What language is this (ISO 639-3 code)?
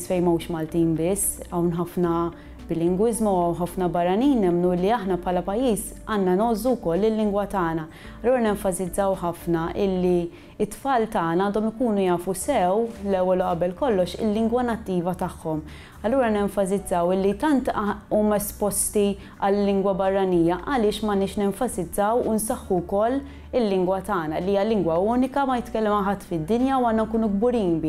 mlt